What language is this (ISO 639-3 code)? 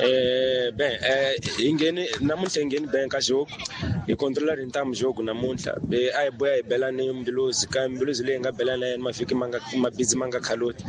tso